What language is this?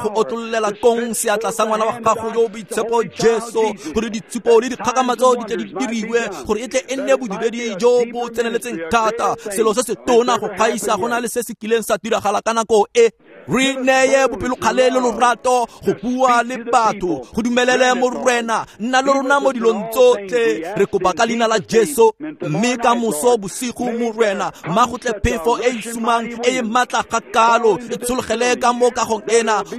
Tswana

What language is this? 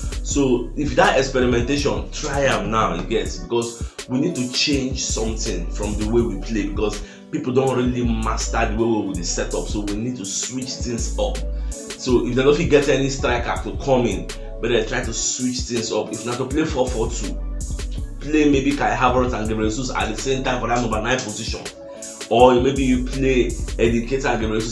Nigerian Pidgin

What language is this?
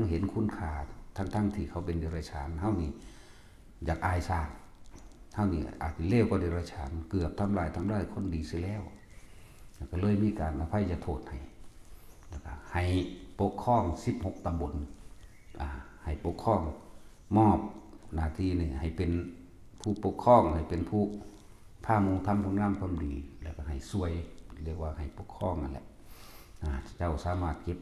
Lao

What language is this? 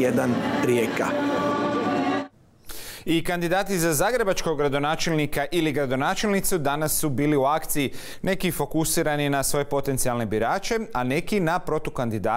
Croatian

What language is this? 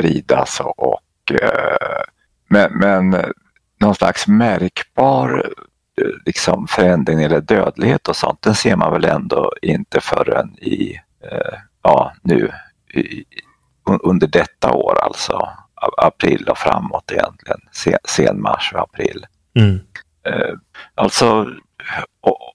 Swedish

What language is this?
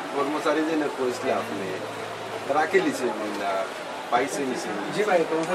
Sylheti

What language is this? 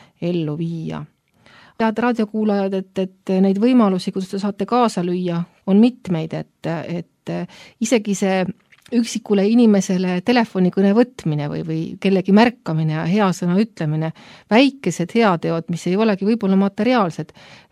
Estonian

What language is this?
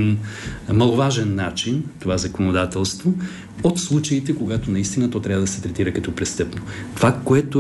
Bulgarian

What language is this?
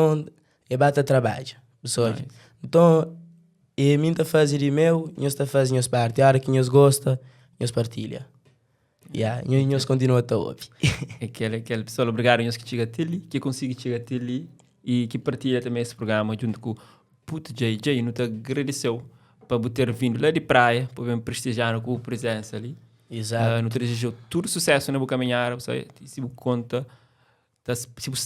Kabuverdianu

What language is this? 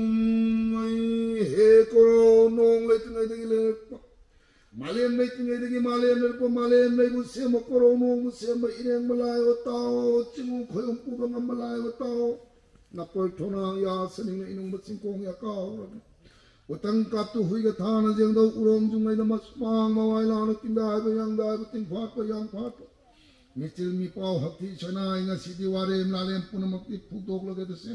Manipuri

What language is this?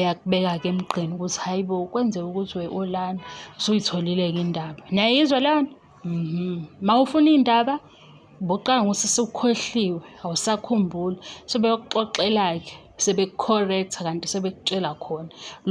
Zulu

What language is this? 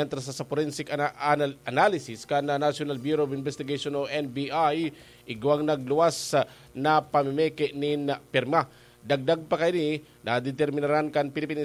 Bikol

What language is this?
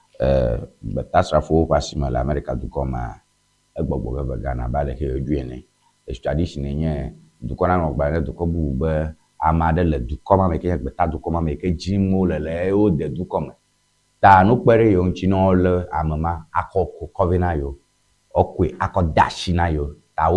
Ewe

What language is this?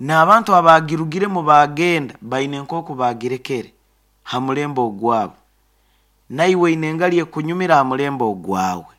Nyoro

